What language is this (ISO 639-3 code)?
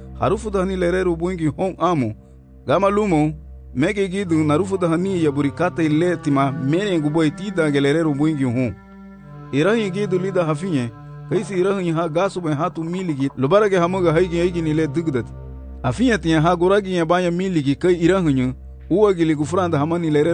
cab